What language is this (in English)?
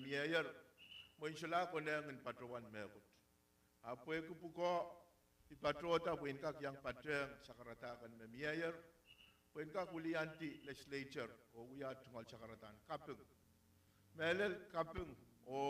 Pohnpeian